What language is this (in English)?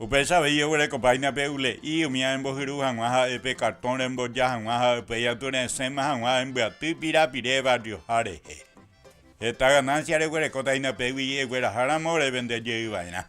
Guarani